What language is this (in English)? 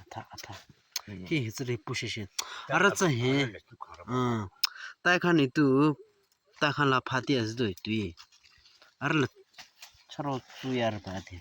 Naga Pidgin